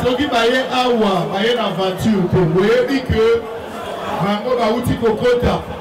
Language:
Lingala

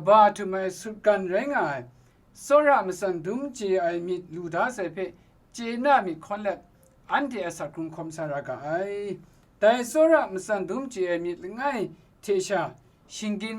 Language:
Kachin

